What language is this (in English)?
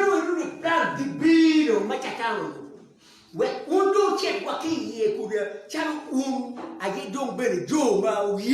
Acoli